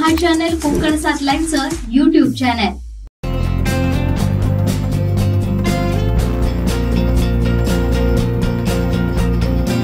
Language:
Marathi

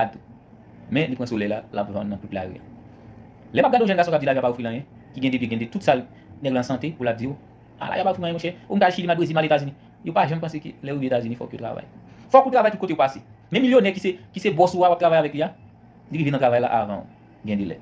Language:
Haitian Creole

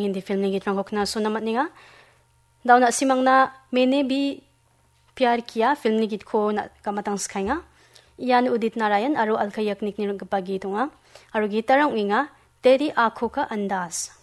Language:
Garo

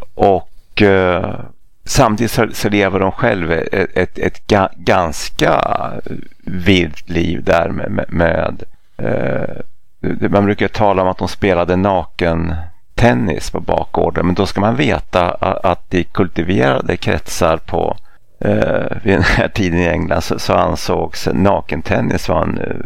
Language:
Swedish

